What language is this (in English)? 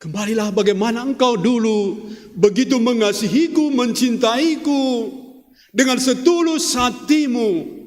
Batak Karo